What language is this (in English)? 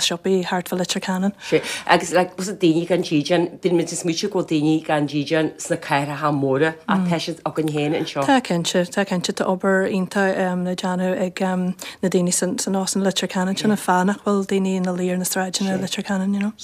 Irish